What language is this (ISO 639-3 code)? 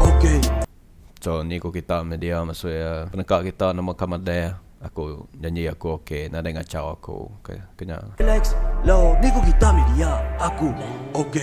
iba